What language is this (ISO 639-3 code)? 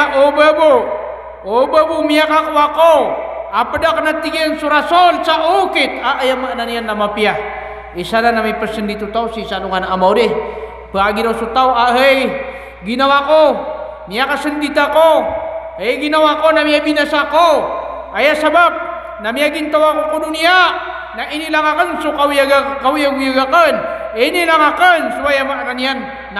mrw